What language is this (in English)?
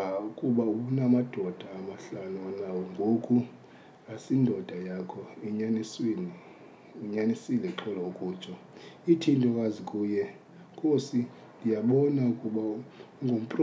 Xhosa